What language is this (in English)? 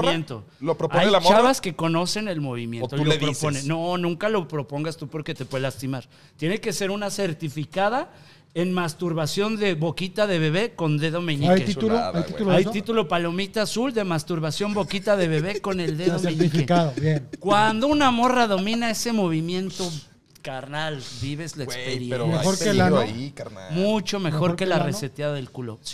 Spanish